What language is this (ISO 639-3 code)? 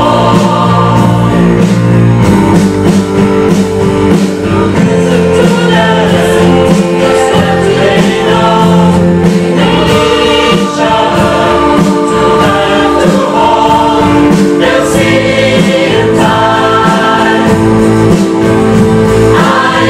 eng